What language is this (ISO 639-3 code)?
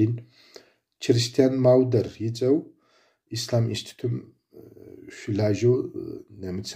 kbd